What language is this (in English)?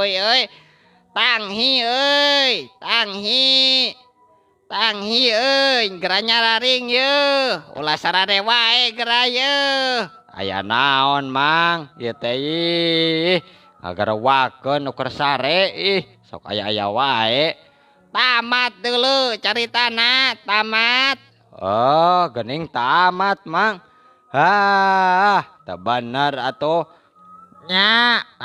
Sundanese